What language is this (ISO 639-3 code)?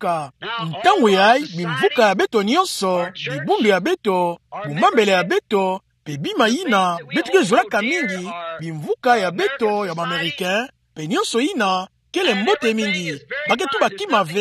ktu